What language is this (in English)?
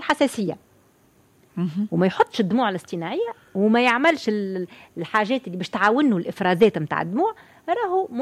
Tunisian Arabic